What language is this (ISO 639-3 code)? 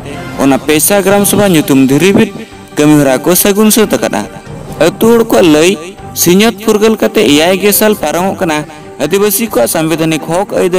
sat